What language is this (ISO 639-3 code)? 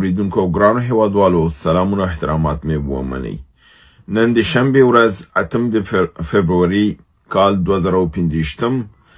pus